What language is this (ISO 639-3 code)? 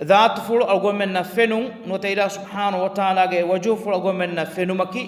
div